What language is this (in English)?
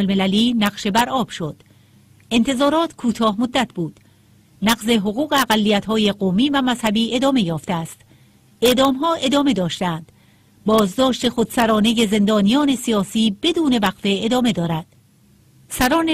Persian